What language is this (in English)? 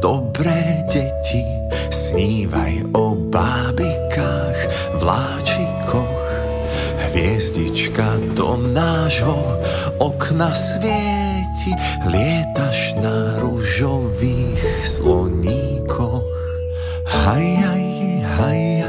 Slovak